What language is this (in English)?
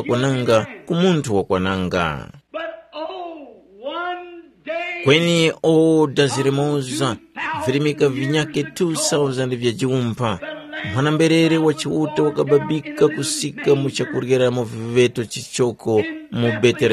Tumbuka